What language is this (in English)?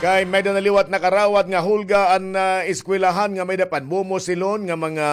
Waray